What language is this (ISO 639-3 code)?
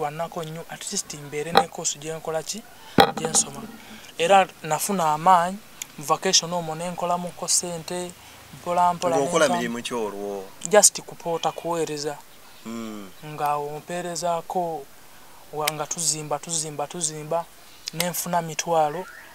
lug